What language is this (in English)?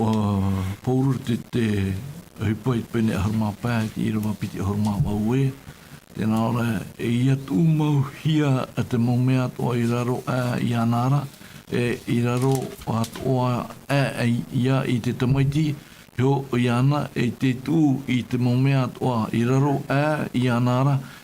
Tahitian